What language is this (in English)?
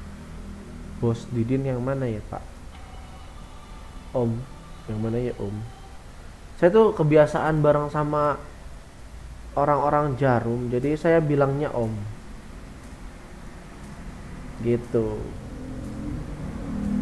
Indonesian